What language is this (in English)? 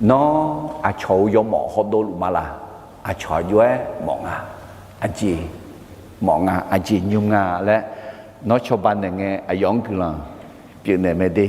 Akha